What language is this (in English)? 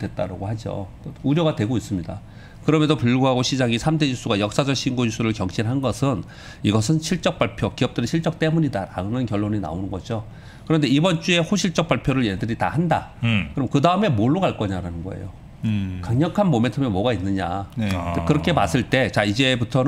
Korean